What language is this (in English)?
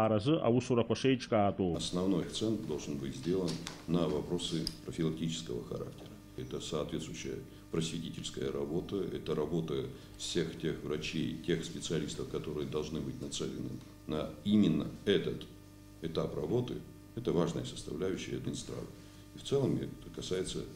Abkhazian